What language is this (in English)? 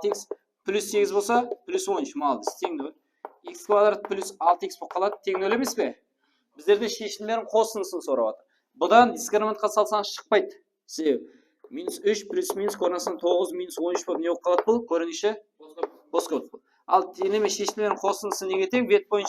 Kara-Kalpak